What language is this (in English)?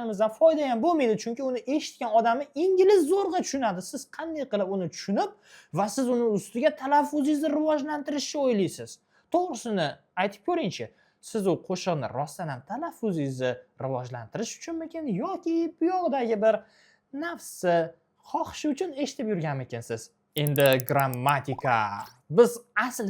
Uzbek